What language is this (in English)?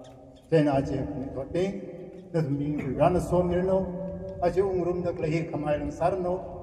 Tangkhul Naga (India)